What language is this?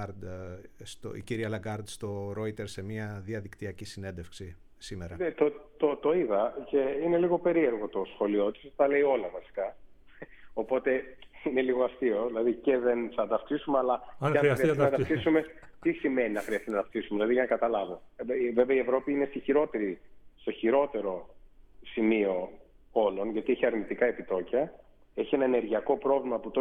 Greek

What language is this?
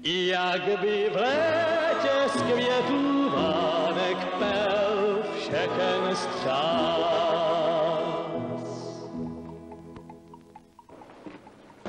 Czech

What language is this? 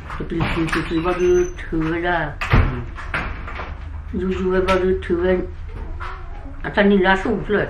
S'gaw Karen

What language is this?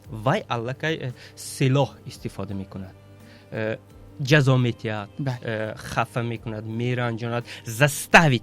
Tajik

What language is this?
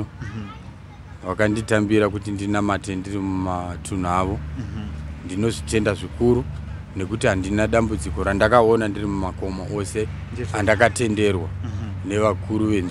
Shona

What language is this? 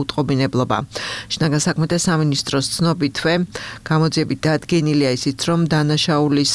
Georgian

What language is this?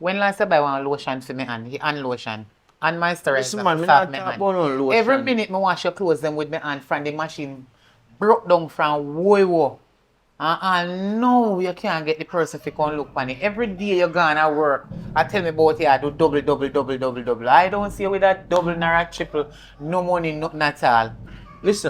Jamaican Creole English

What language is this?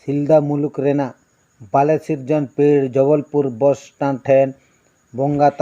Santali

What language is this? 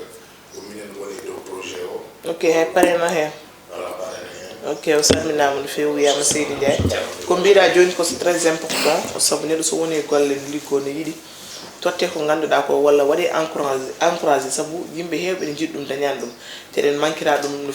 Fula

